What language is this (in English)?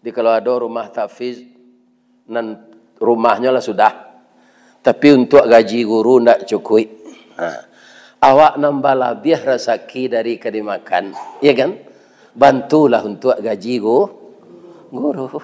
Minangkabau